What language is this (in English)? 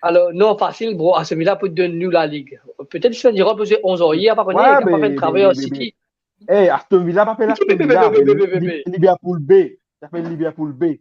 Morisyen